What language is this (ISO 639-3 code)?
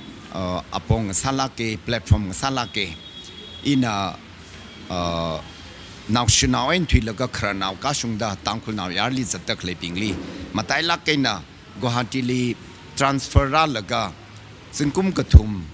nmf